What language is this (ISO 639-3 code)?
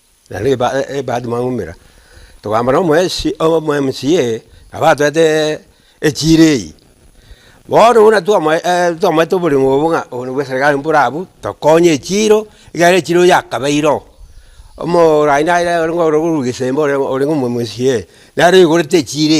guz